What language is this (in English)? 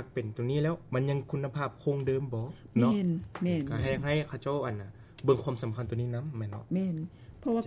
Lao